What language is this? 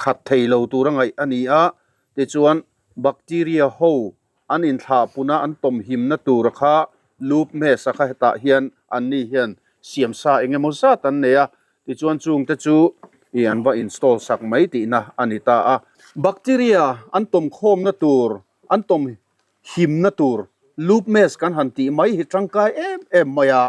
Mizo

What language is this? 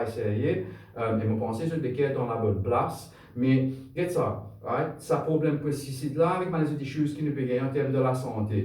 Morisyen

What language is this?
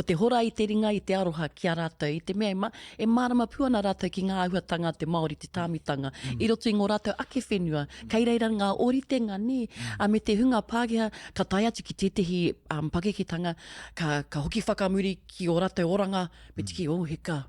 Māori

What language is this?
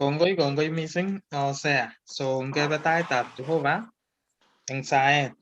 Kalenjin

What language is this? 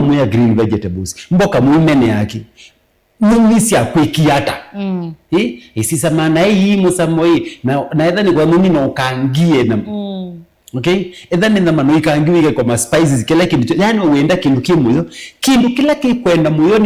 Kamba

